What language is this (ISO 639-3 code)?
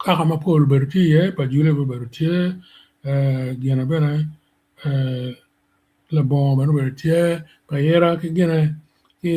ach